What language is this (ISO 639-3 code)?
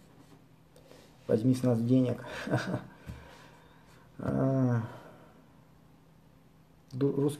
rus